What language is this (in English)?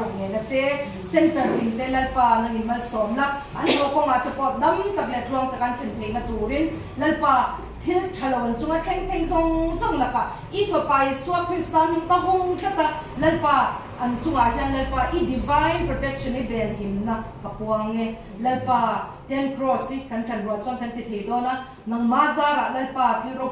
Mizo